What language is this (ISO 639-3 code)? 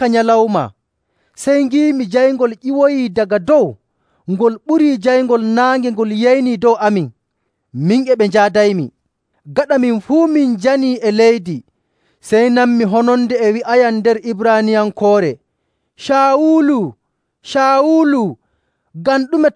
fuv